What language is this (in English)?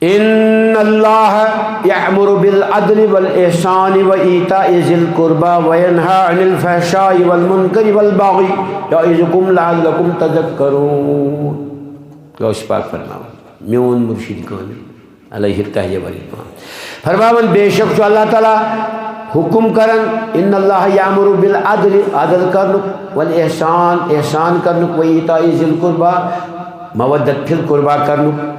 Kashmiri